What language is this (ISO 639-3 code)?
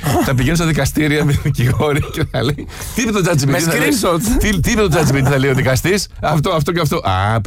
ell